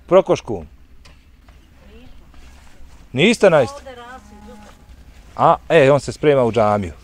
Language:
Bosnian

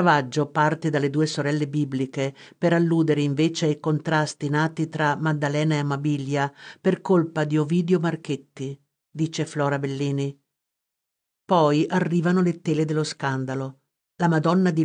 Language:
Italian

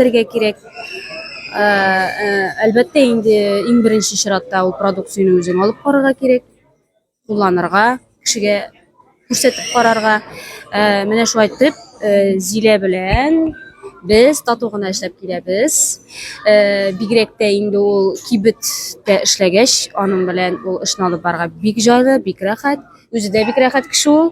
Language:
Tatar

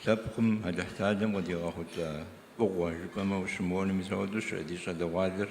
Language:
Kabardian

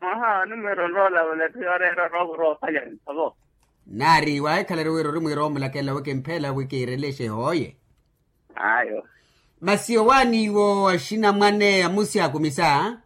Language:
Makhuwa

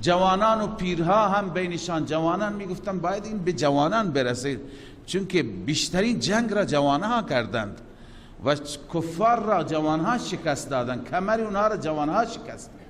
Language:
Persian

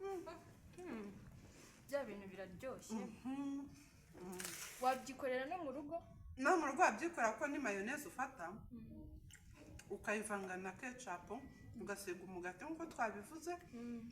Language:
Kinyarwanda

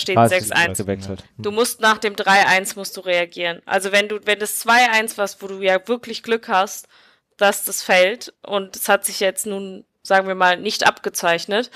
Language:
German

